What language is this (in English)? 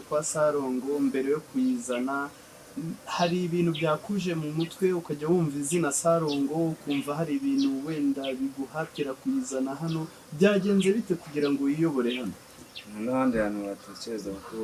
Kinyarwanda